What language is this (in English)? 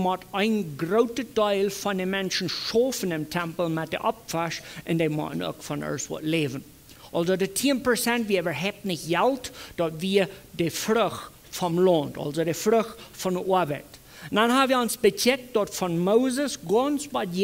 Plautdietsch